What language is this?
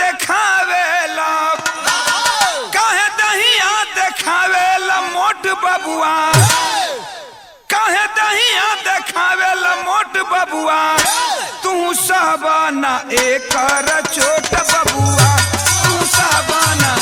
Bhojpuri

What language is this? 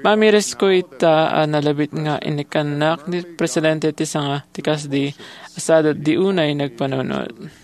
Iloko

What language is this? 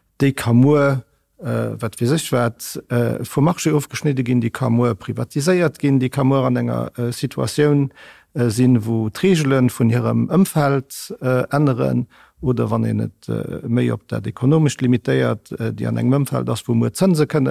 Luxembourgish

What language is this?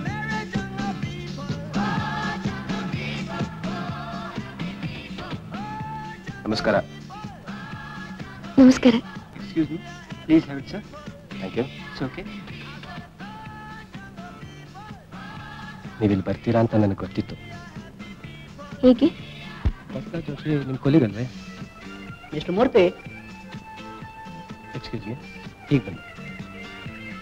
Kannada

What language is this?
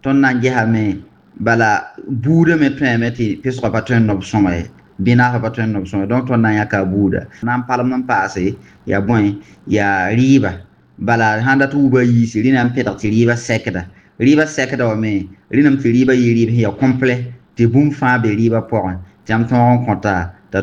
Mossi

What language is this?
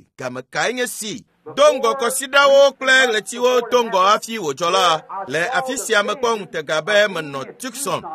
Ewe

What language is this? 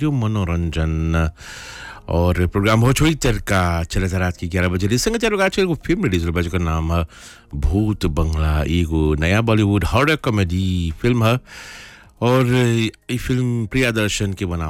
Bhojpuri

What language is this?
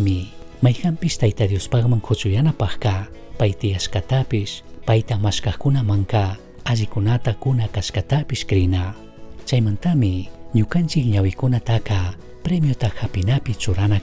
Chimborazo Highland Quichua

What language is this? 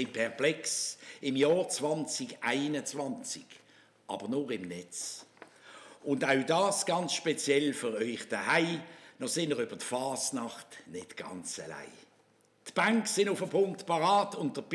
Swiss German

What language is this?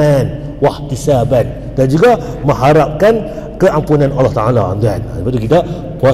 Malay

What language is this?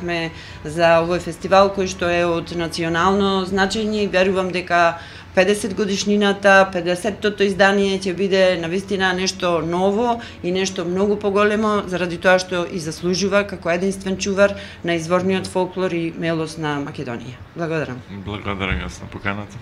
Macedonian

